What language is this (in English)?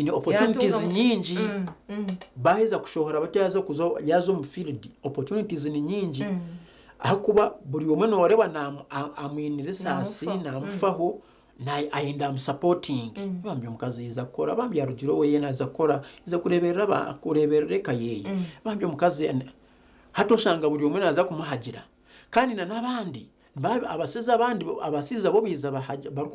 Nyankole